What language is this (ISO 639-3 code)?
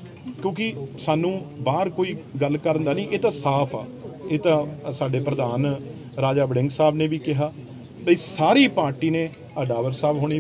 pan